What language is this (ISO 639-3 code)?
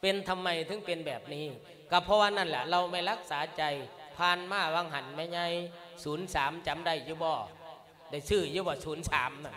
lao